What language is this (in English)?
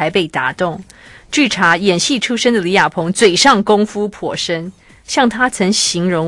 Chinese